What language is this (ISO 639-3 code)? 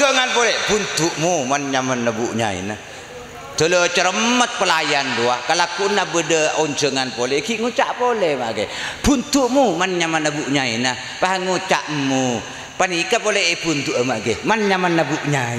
mad